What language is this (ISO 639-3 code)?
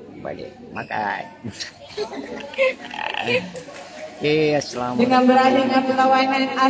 msa